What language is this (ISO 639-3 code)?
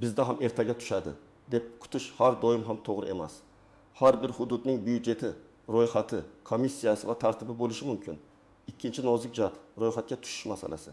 uzb